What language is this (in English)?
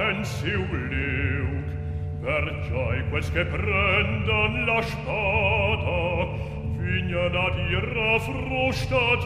Romansh